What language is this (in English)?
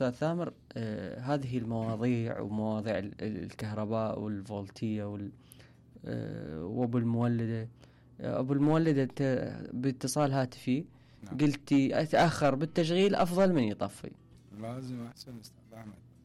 Mesopotamian Arabic